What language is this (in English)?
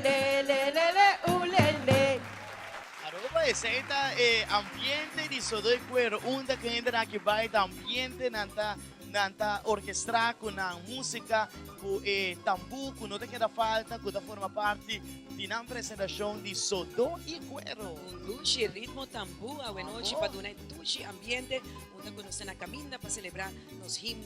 Papiamento